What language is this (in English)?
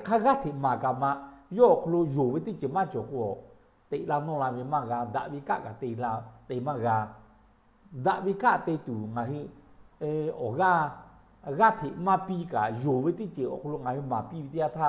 Lahu